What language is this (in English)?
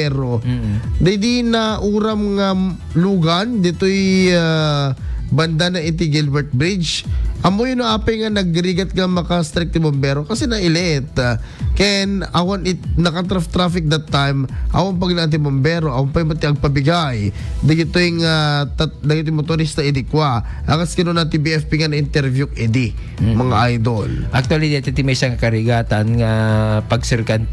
Iloko